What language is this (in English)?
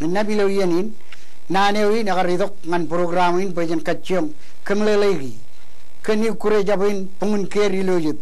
Marshallese